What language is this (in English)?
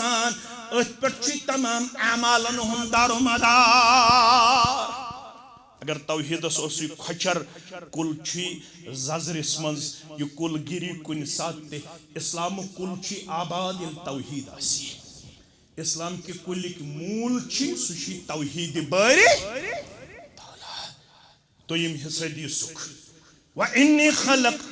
Kashmiri